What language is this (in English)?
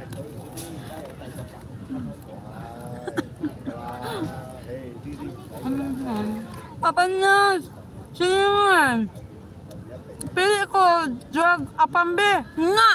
Filipino